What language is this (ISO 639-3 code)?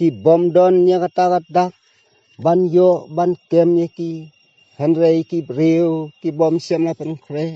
kha